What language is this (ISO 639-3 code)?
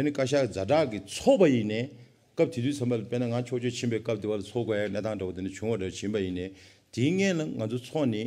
bod